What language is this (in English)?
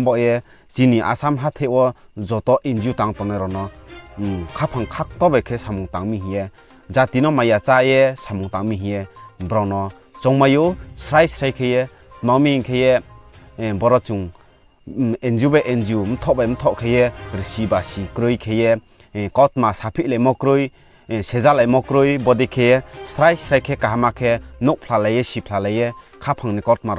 Riang (India)